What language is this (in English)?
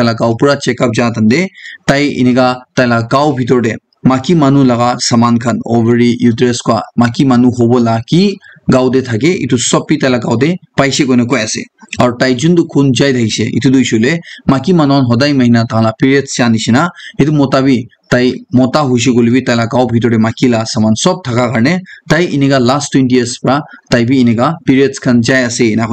Naga Pidgin